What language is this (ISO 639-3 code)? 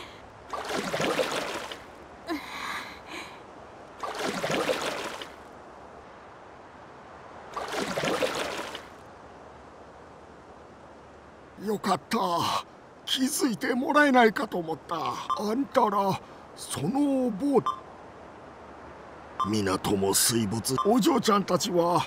jpn